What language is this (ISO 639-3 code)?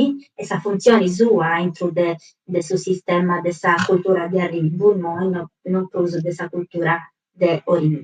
srd